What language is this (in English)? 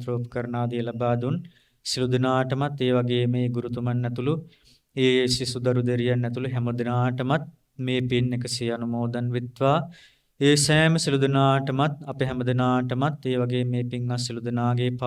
Sinhala